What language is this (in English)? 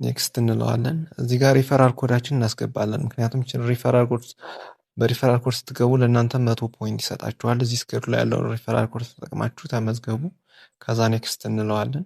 Amharic